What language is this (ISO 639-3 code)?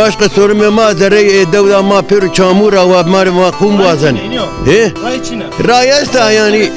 zza